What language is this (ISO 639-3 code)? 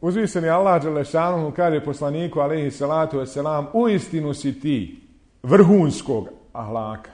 bos